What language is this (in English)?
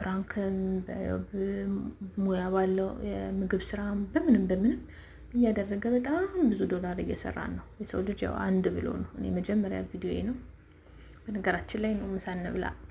Amharic